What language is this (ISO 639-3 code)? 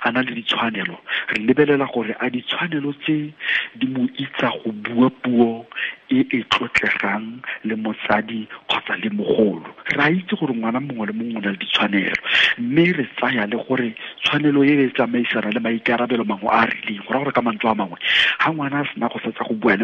tsn